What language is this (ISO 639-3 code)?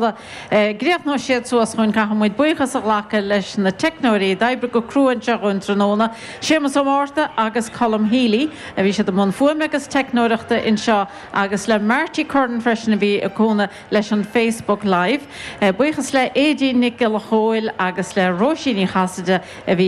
gle